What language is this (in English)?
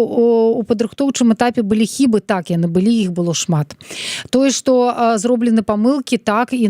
Belarusian